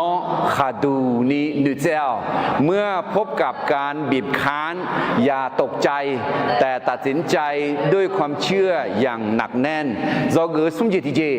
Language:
Akha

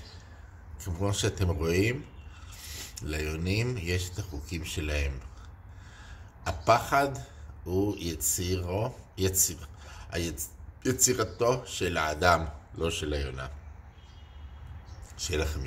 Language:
Hebrew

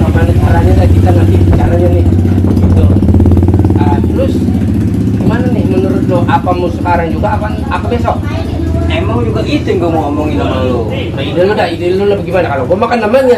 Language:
Betawi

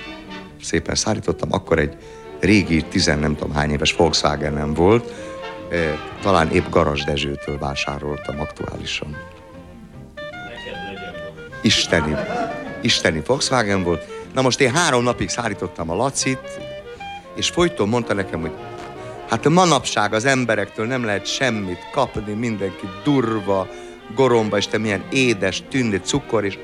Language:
Hungarian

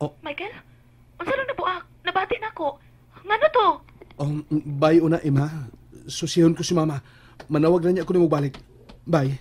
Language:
Cebuano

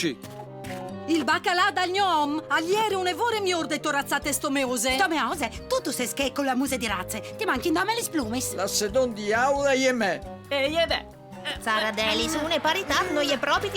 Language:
Friulian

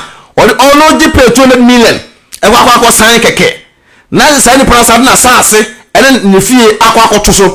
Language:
Akan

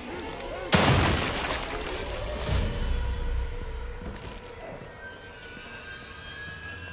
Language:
English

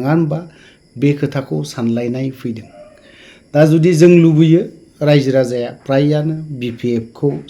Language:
Bodo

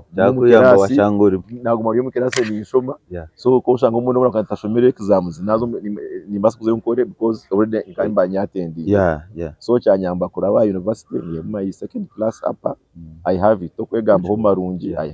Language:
Nyankole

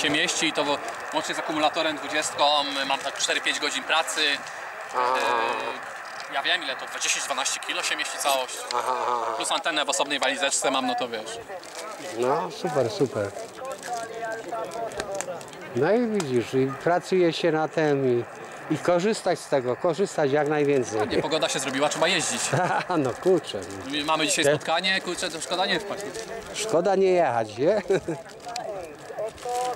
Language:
Polish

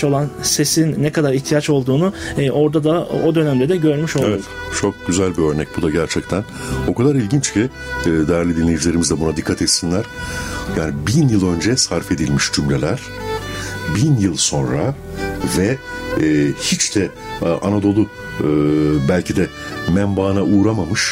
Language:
Turkish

